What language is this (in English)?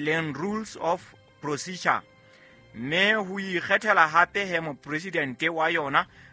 Southern Sotho